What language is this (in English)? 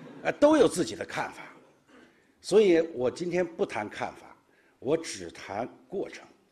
Chinese